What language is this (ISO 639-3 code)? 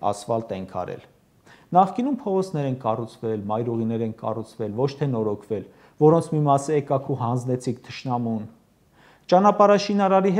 hye